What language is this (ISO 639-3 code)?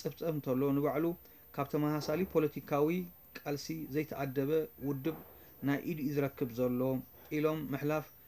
tir